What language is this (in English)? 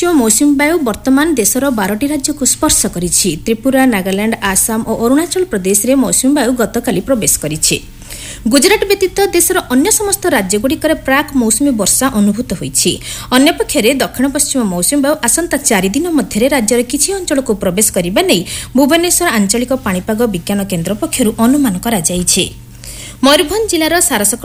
Odia